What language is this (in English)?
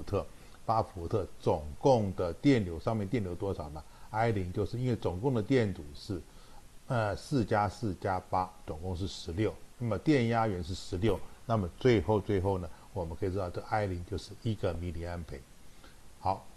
Chinese